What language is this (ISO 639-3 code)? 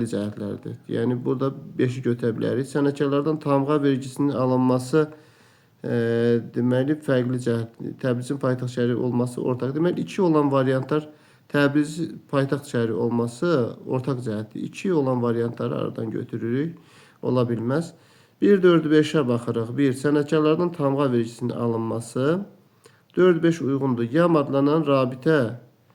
aze